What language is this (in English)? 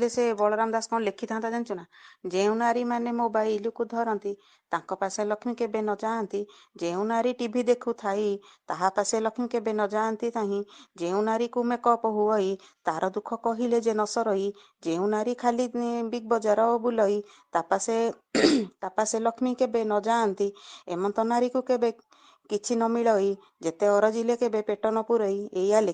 Odia